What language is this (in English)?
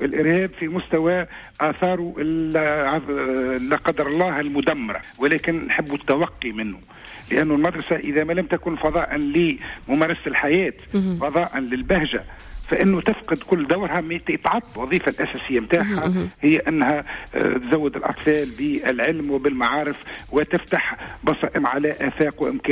Tunisian Arabic